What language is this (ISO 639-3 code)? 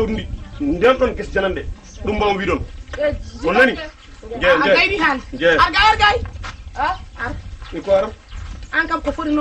ful